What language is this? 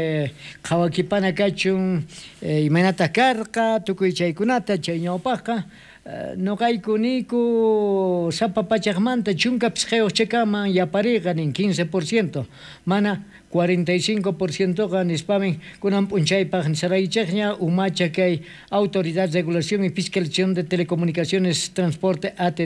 South Bolivian Quechua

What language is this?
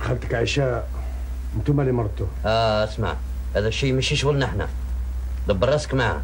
Algerian Arabic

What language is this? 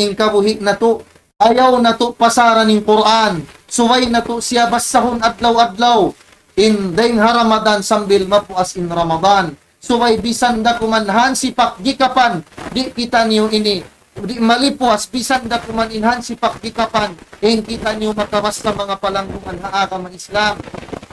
Tausug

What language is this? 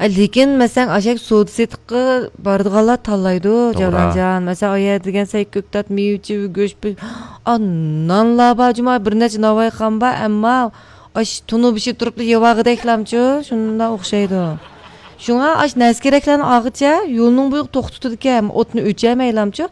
Uyghur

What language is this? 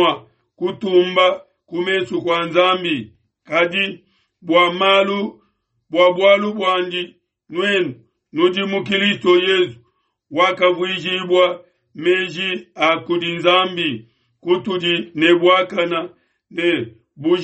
Luba-Lulua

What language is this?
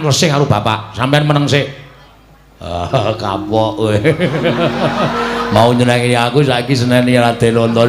Javanese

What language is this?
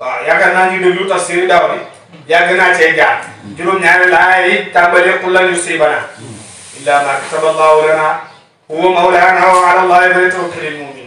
Wolof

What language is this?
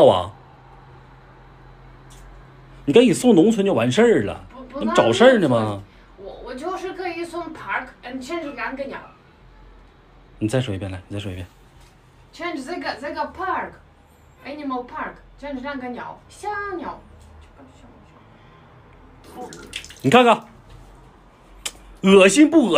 Chinese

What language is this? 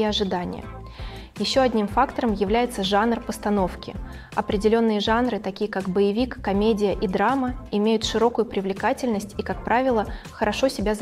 Russian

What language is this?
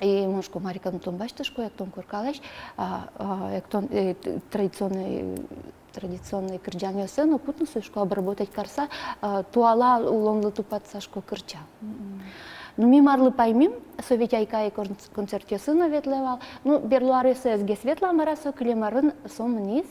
Udmurt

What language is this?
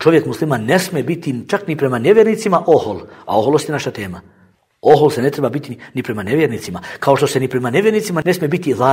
Bosnian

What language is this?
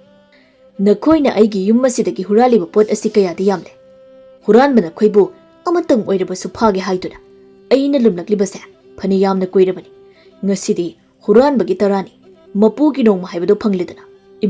Manipuri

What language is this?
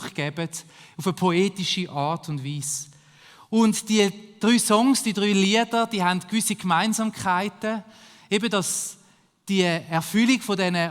Swiss German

